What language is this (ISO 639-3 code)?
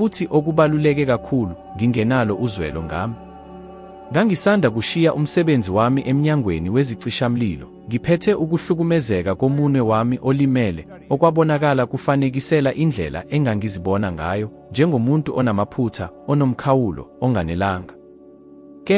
zul